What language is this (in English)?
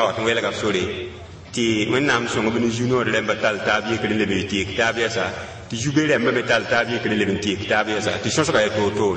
Mossi